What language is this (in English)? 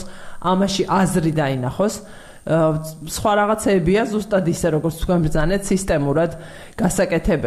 Georgian